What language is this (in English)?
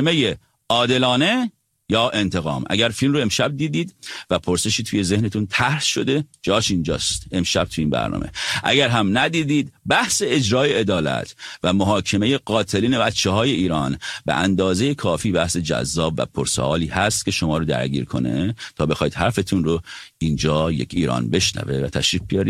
Persian